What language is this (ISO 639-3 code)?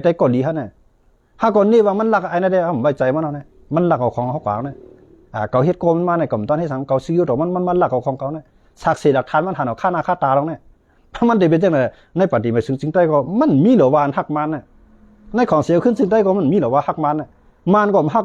shn